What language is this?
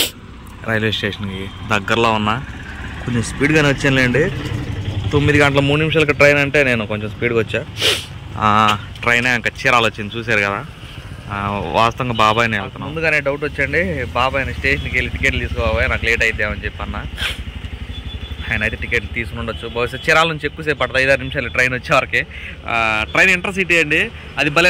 Telugu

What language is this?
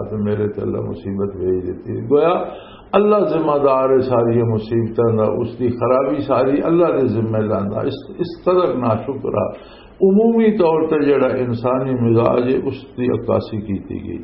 Western Panjabi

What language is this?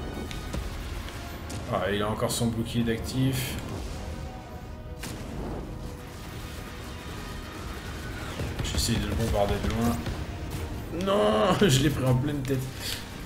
French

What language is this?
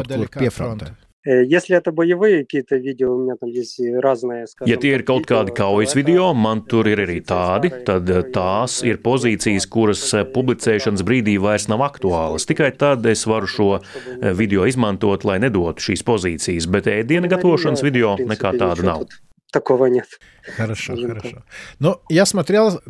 Latvian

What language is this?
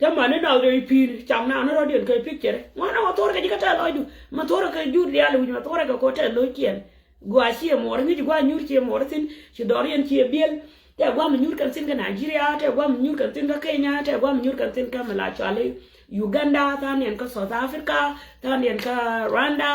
Nuer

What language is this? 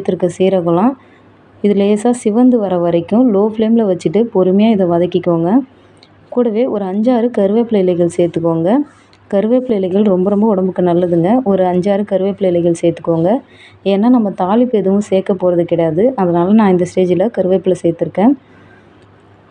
Tamil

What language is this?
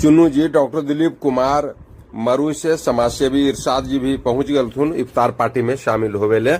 Magahi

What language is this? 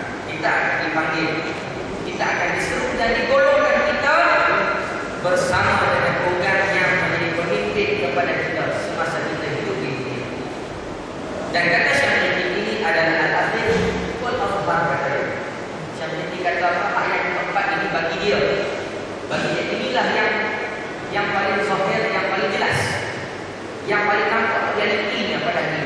Malay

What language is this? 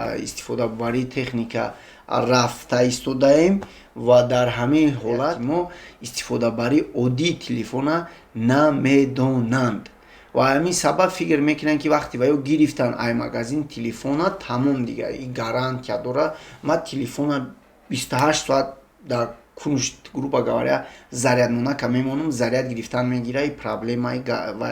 Tajik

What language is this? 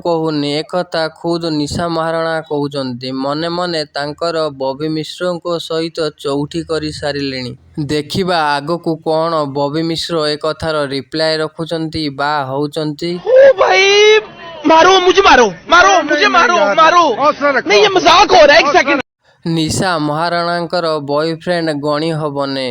Odia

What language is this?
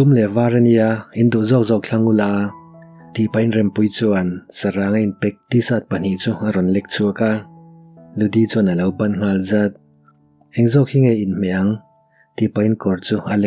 Mizo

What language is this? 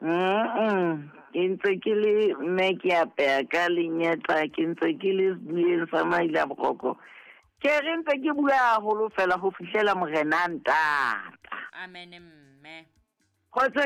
Southern Sotho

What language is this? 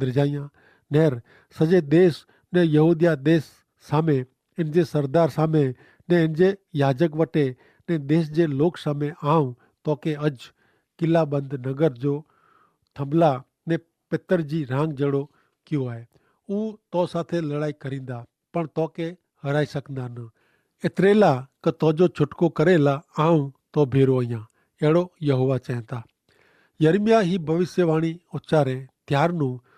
Kachhi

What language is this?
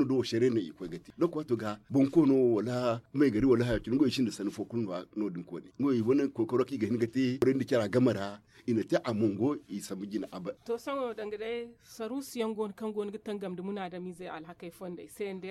Zarma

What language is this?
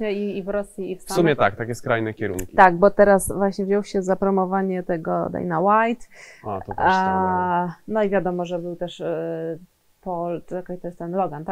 Polish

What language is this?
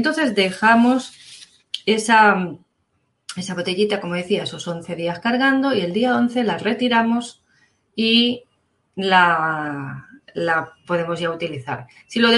Spanish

